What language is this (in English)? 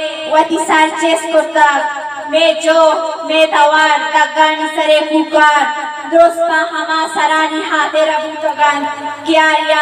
Eastern Balochi